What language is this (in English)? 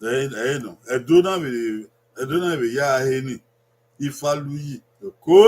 Bini